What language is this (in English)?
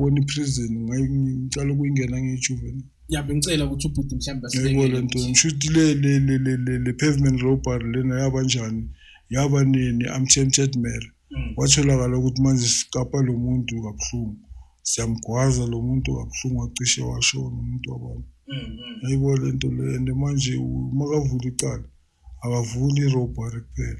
Zulu